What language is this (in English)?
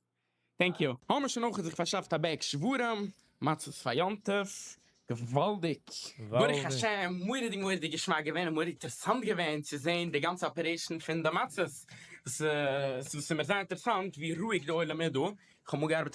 Yiddish